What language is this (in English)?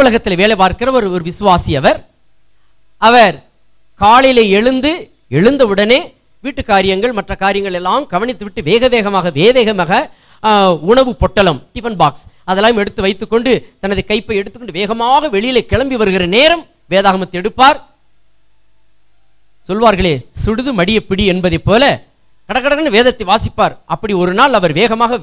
Tamil